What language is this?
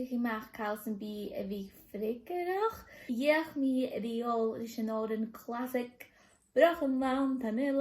Scottish Gaelic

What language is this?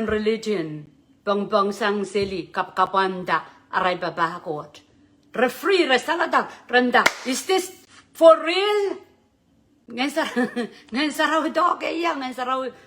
Pohnpeian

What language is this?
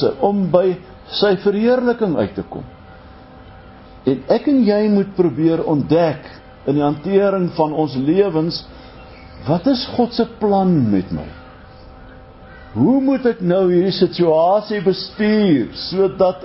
Afrikaans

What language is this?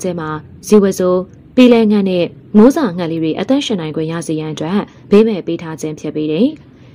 Burmese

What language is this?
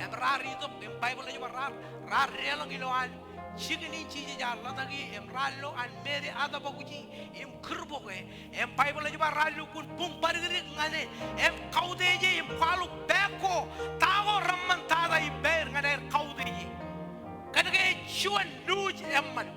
Marshallese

